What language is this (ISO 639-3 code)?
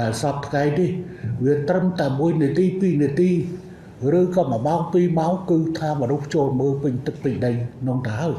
khm